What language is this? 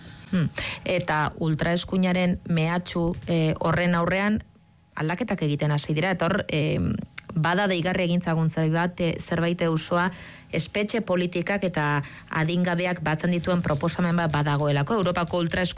Basque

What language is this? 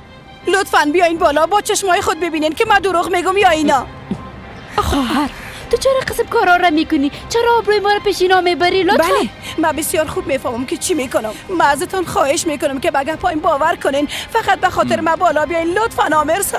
Persian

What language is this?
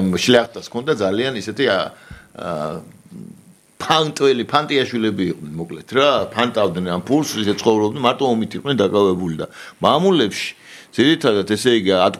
Georgian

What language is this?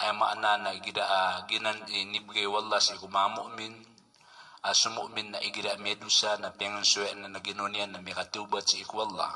Maranao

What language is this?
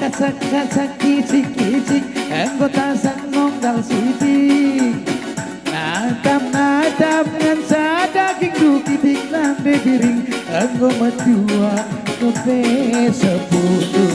Batak Karo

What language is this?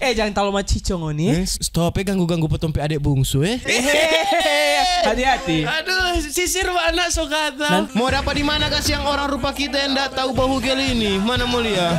Manado Malay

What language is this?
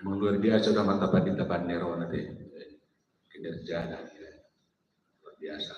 Batak Toba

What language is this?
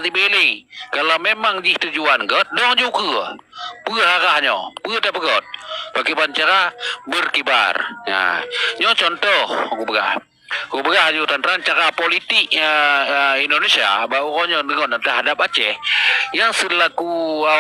Achinese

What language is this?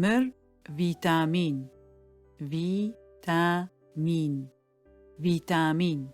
Adyghe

